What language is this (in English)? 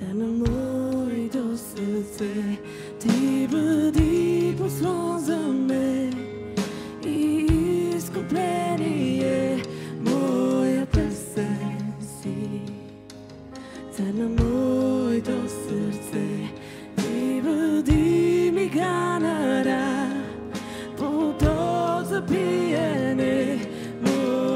Bulgarian